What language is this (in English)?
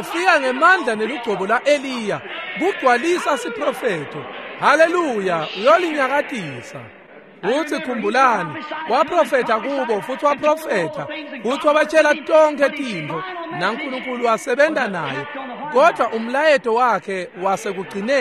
Swati